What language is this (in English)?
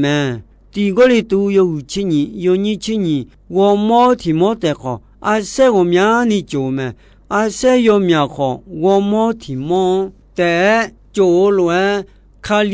Akha